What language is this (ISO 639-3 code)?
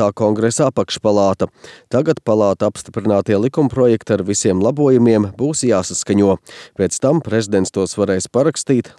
lav